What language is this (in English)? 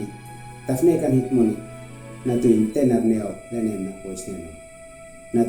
Uab Meto